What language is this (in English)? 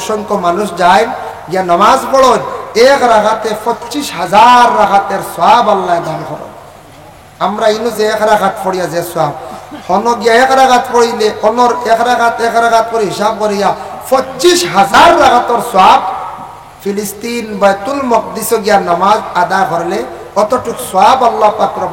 Sylheti